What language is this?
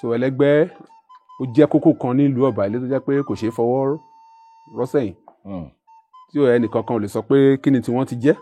Yoruba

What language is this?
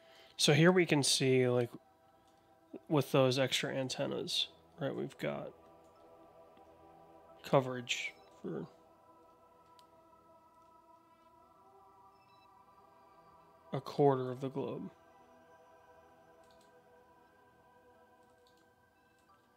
English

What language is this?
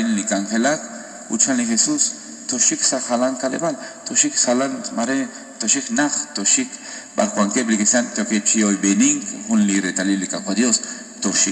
Kekchí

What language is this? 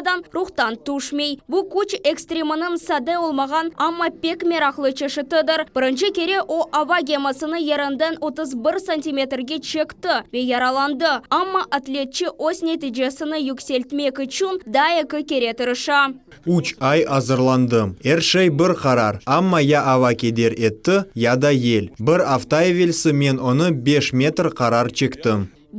Crimean Tatar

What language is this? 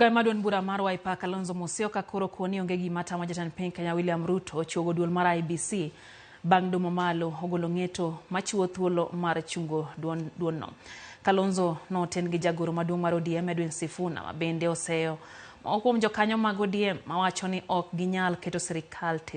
Luo (Kenya and Tanzania)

